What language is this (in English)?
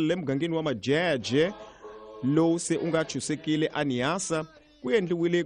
Tsonga